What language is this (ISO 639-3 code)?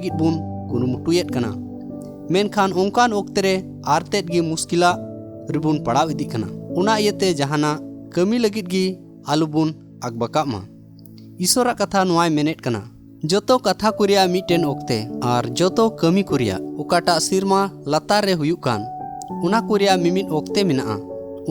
sat